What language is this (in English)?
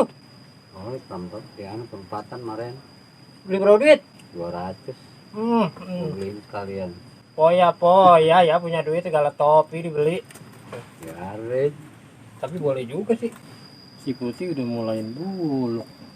Betawi